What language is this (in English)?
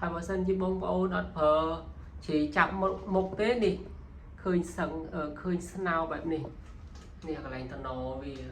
Khmer